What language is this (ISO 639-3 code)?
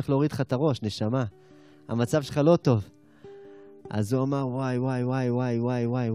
heb